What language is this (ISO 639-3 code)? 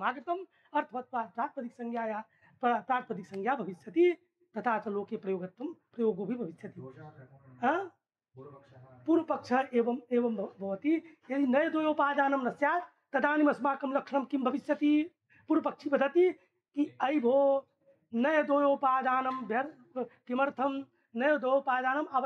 san